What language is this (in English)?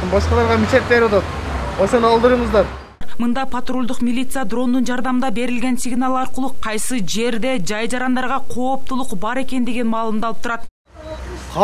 Kyrgyz